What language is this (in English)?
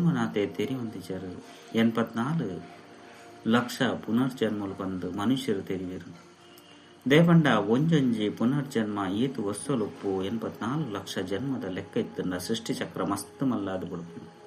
Tulu